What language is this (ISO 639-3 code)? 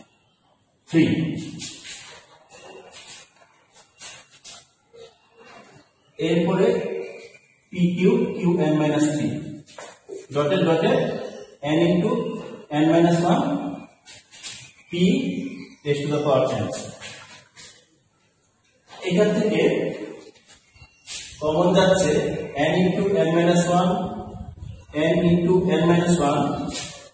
ben